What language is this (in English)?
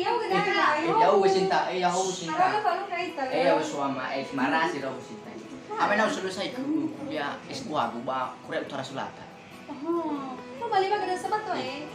Nias